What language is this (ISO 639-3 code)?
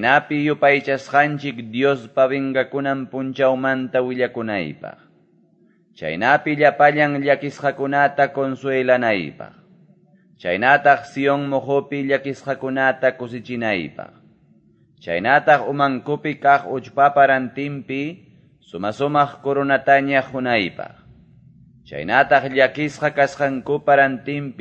que